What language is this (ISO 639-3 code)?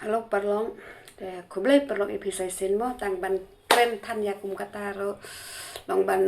kha